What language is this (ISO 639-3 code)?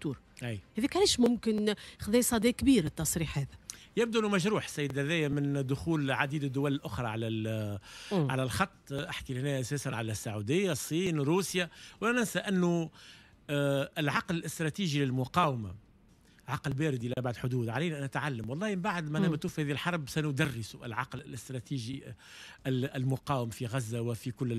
aeb